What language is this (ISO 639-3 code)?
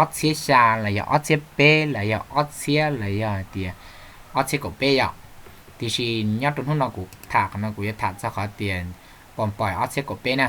hmn